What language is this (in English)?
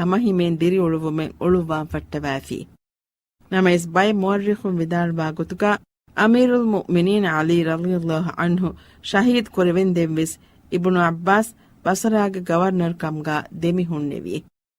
Divehi